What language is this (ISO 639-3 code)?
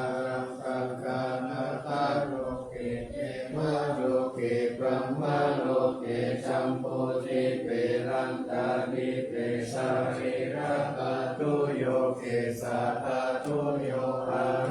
pli